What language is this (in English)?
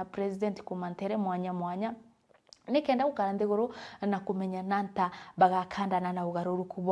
Meru